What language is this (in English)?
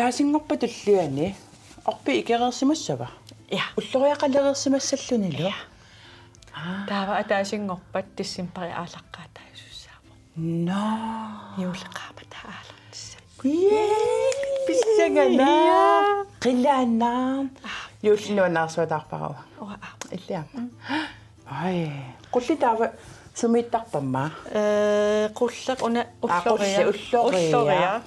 Kalaallisut